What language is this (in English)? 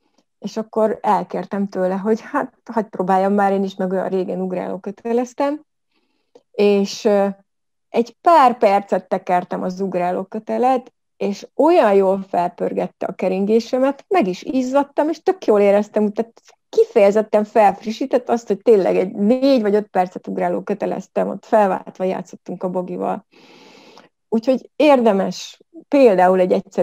Hungarian